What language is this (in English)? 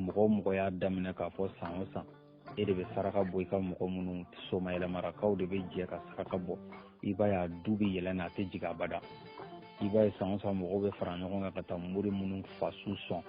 Bambara